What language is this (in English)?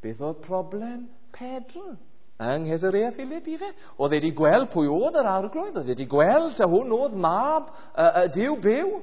Welsh